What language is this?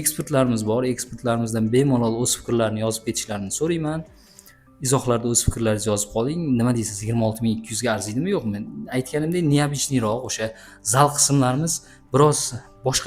Uzbek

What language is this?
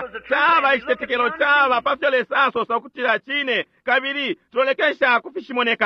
Bemba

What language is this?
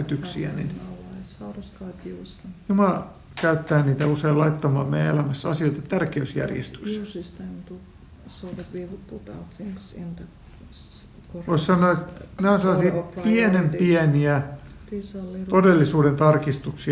Finnish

